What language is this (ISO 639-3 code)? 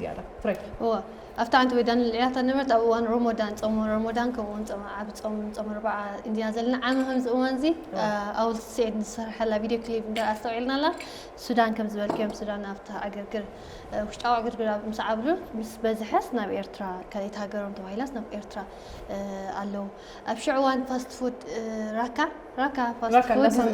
tir